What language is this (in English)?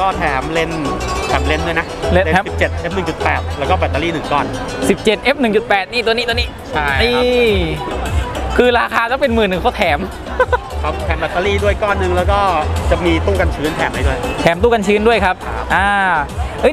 Thai